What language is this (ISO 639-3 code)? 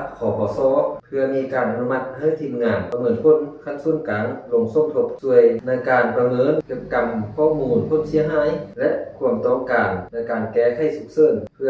lao